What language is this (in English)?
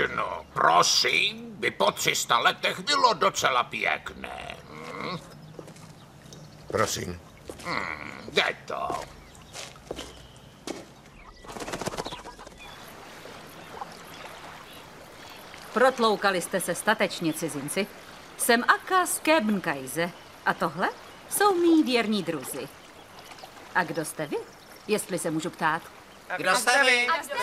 Czech